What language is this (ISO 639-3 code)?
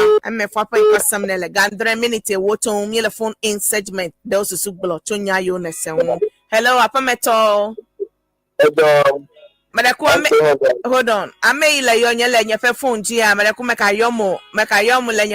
ewe